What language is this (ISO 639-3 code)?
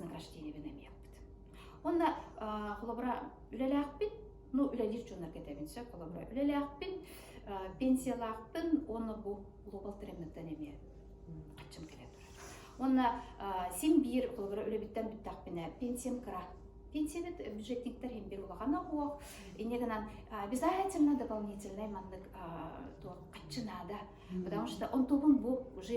sah